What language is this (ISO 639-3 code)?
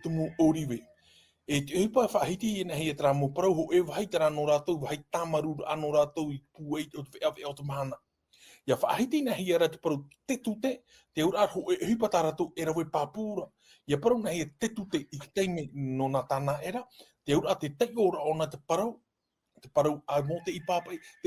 tah